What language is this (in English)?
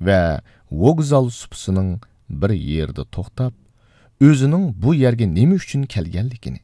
Uyghur